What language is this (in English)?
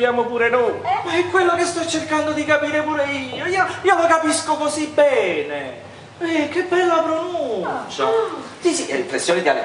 Italian